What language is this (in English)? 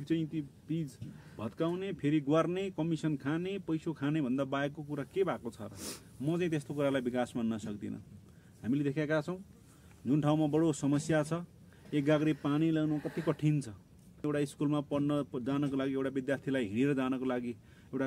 Nepali